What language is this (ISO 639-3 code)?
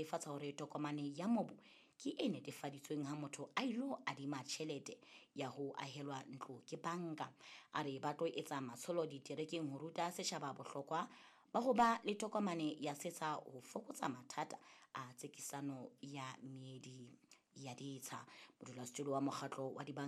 sot